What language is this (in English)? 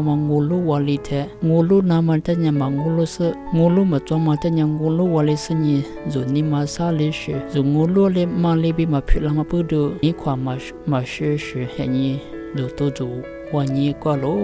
Lisu